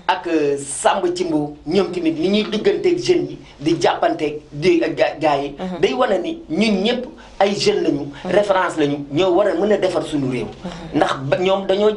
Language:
Wolof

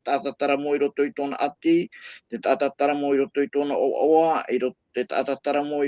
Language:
Tahitian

